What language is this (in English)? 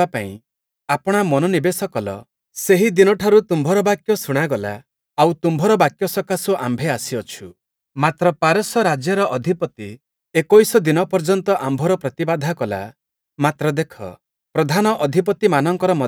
Odia